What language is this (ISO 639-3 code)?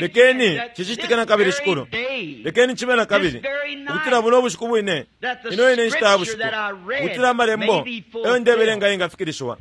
bem